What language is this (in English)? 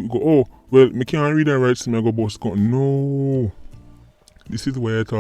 Jamaican Creole English